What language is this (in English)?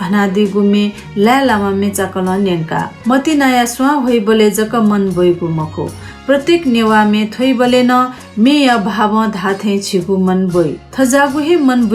Newari